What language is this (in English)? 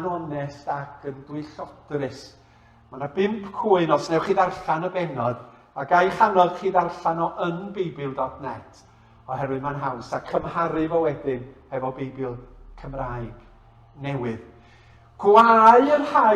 Welsh